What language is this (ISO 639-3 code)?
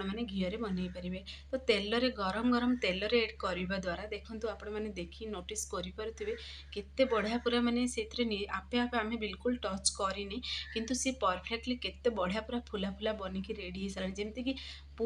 ori